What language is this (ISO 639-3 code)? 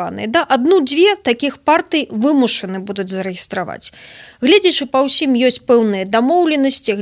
bel